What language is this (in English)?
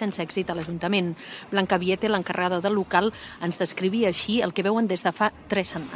Catalan